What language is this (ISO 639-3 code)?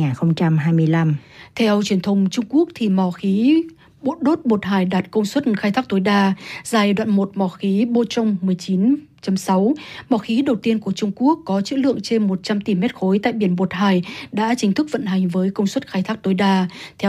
vie